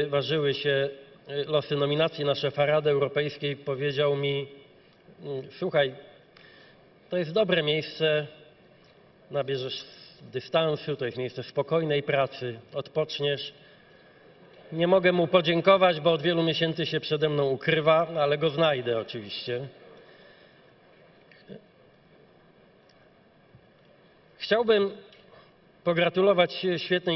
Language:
Polish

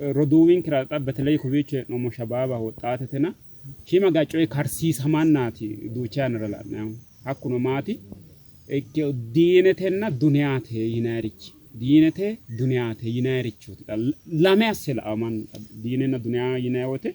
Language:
Sidamo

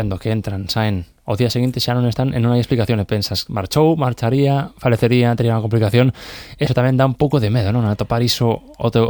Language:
Galician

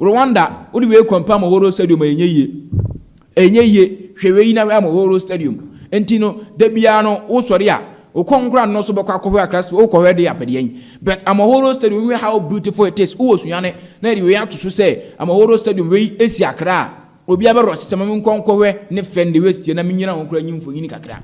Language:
Akan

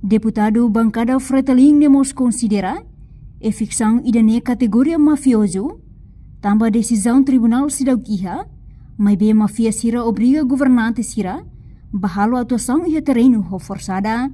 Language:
Tetum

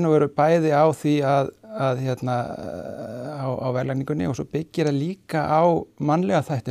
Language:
Icelandic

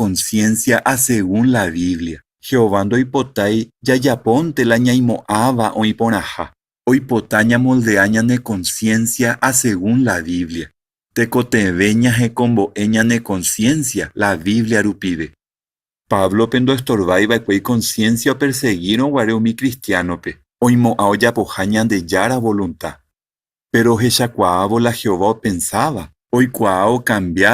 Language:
Guarani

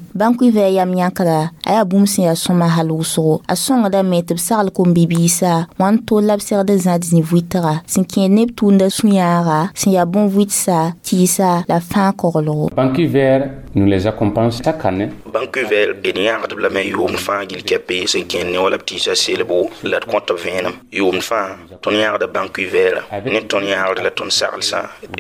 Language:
Mossi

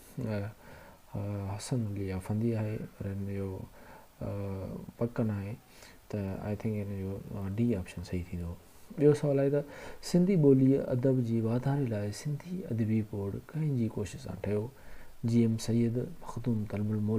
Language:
Sindhi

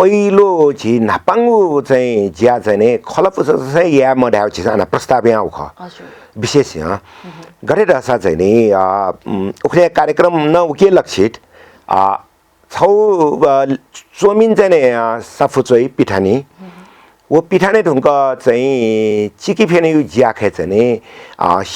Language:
Newari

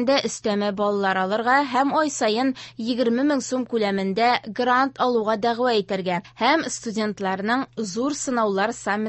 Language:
Tatar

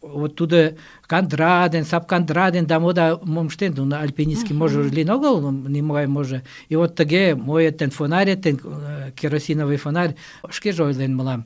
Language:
Mari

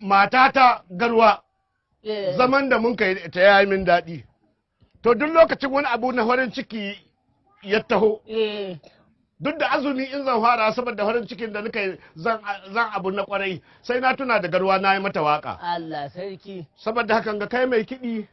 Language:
Hausa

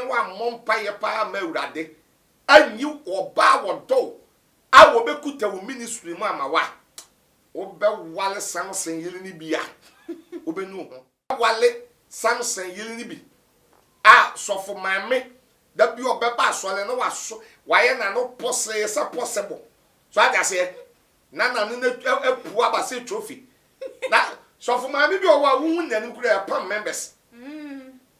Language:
Akan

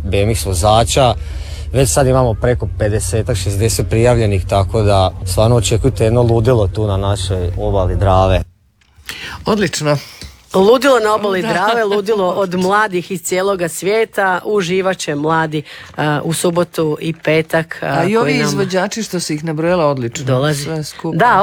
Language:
Croatian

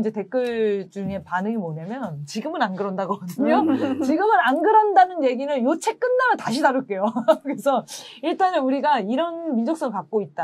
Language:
Korean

